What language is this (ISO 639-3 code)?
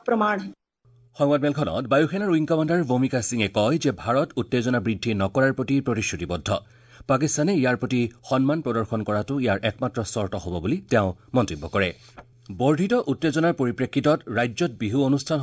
asm